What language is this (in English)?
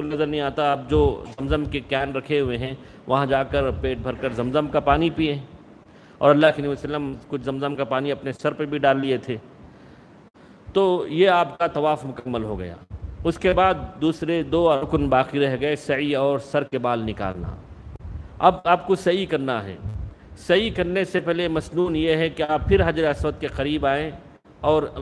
Urdu